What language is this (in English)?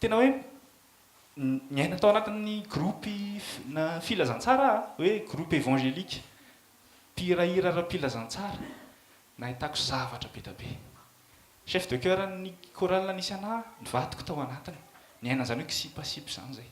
Malagasy